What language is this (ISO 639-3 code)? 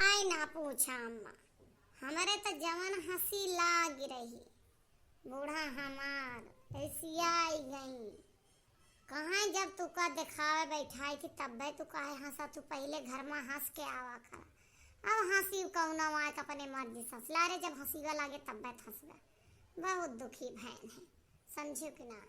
awa